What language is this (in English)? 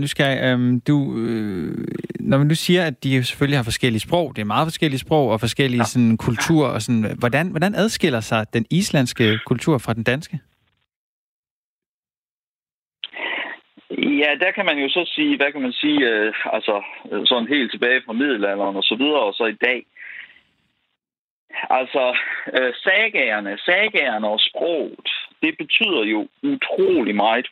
Danish